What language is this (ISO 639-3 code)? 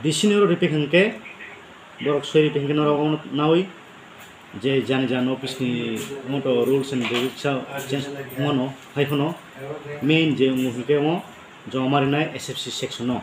trp